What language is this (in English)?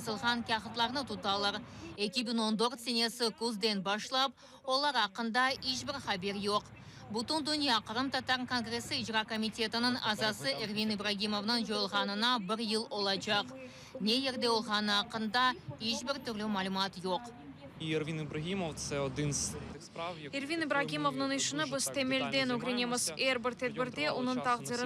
Crimean Tatar